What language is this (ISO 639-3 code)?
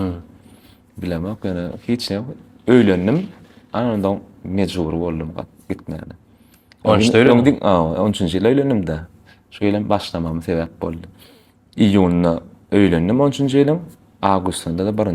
tuk